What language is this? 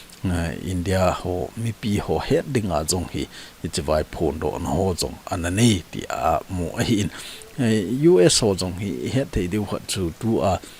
Thado Chin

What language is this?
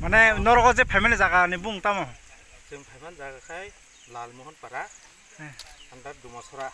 Kok Borok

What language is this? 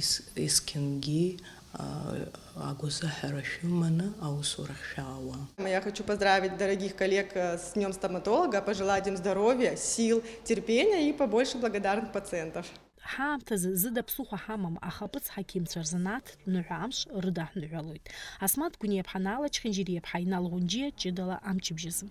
Abkhazian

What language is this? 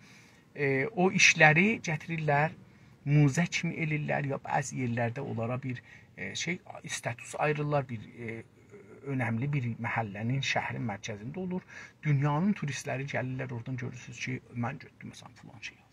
South Azerbaijani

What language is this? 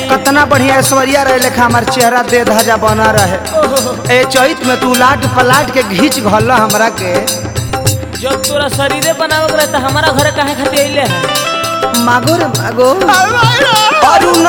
Bhojpuri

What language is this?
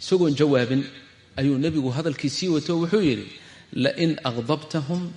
Somali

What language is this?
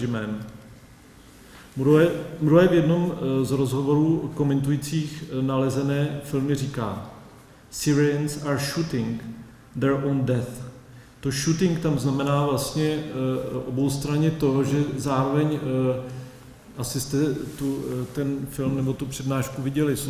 Czech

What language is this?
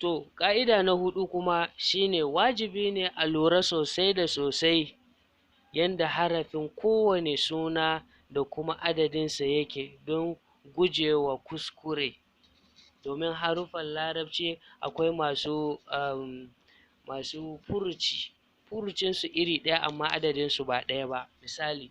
Hausa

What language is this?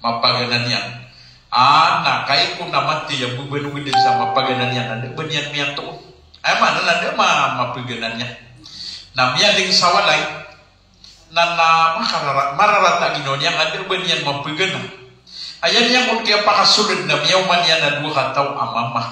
Maranao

